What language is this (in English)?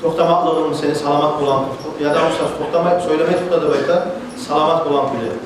Kumyk